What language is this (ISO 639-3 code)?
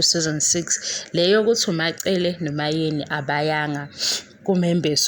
zul